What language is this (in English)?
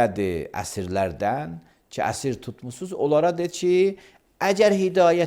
Azerbaijani